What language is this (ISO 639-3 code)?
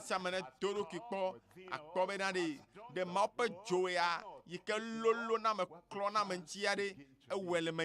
ewe